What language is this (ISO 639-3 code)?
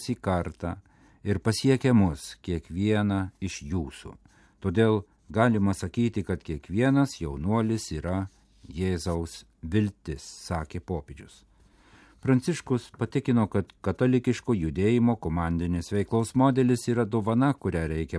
lit